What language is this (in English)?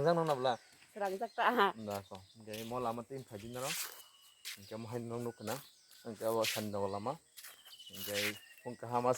Kok Borok